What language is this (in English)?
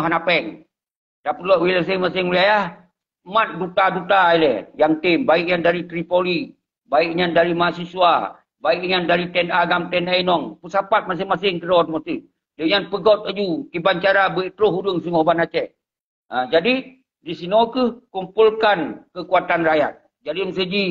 Achinese